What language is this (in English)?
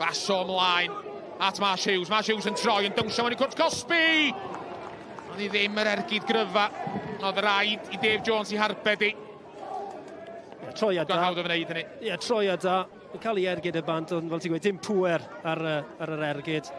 Welsh